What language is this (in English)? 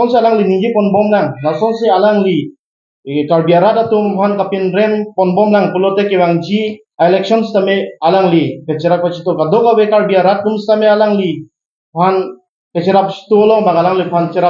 Karbi